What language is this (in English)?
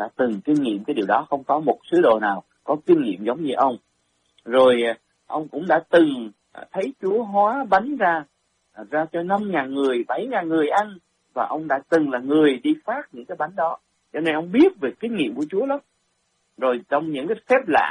Vietnamese